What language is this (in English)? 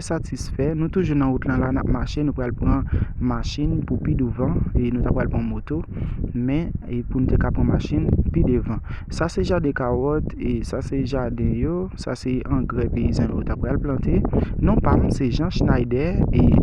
Haitian Creole